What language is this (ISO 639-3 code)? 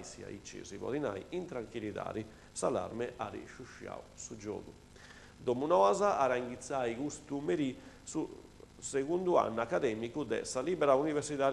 srd